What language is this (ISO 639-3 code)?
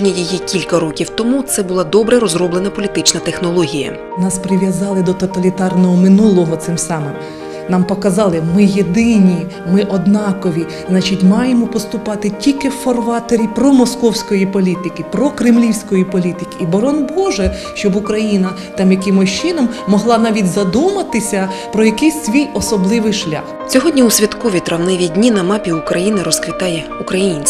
ukr